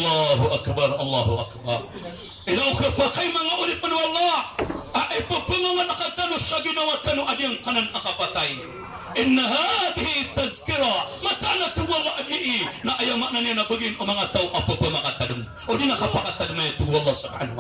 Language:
Maranao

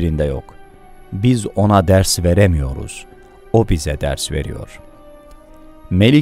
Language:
Turkish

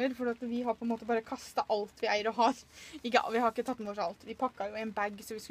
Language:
Norwegian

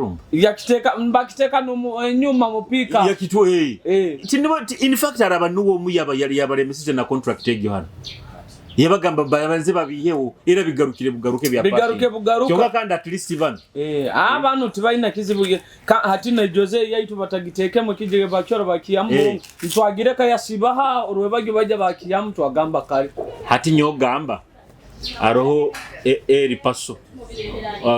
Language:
Nyoro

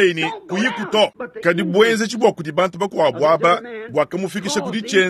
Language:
Luba-Lulua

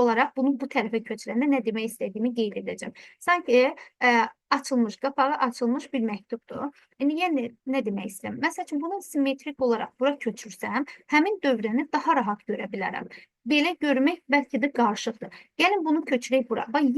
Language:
Azerbaijani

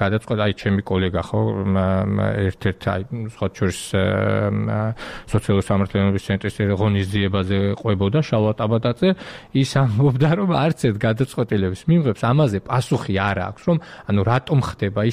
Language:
Georgian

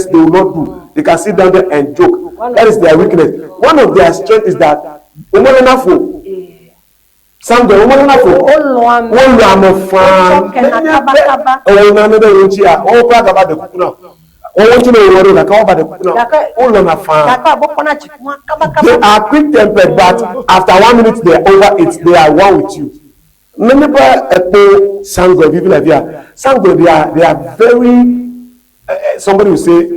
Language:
Ewe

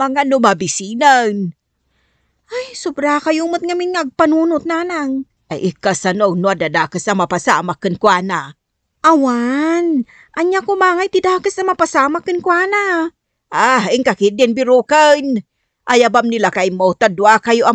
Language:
Iloko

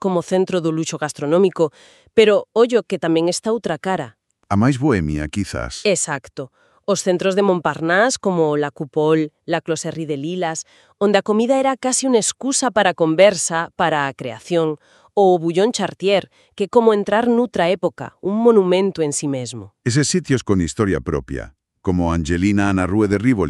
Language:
Galician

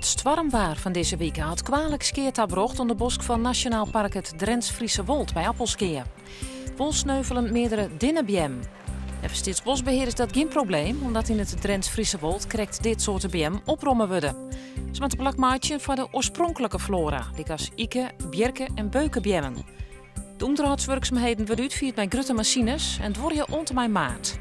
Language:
Western Frisian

